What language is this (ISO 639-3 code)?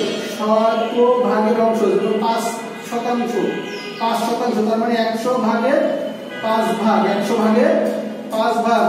ben